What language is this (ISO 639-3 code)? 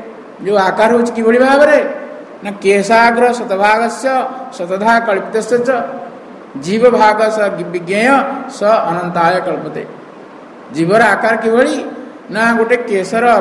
ori